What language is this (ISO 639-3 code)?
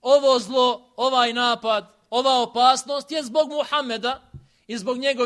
bos